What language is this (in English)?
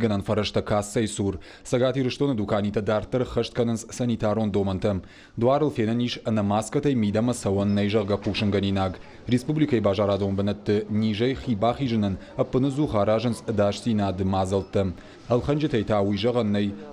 Ossetic